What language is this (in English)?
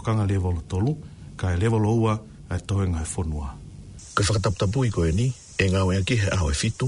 Tongan